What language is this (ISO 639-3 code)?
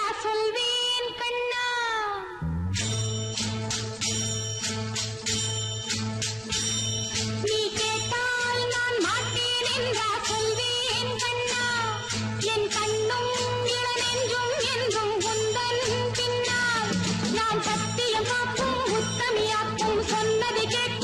tam